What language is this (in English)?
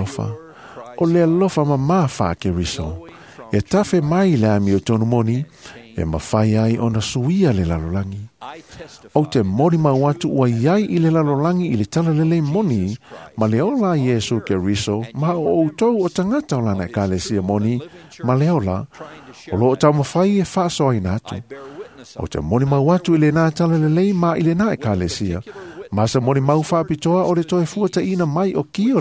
Samoan